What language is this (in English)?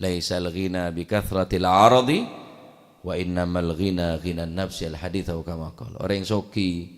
Madurese